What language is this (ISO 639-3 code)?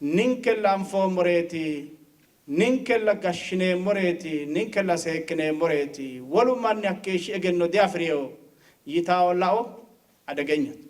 sid